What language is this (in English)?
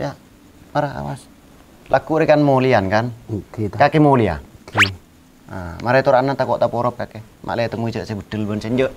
Madurese